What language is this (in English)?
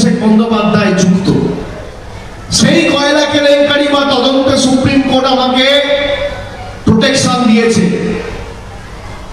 Bangla